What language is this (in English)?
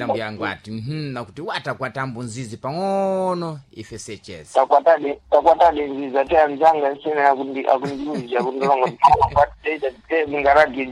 Sena